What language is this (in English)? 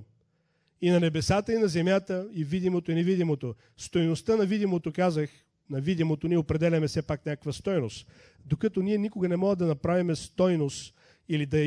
Bulgarian